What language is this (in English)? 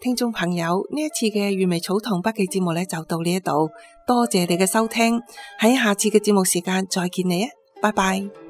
Cantonese